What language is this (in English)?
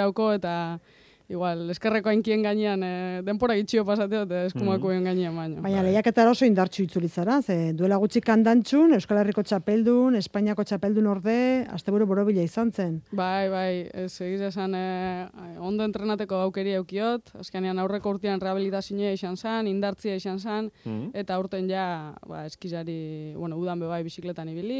Basque